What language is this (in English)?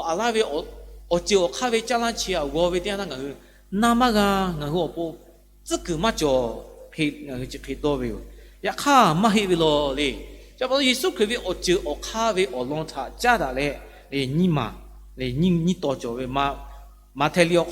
Lahu